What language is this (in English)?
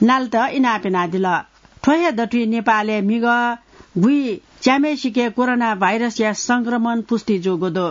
Newari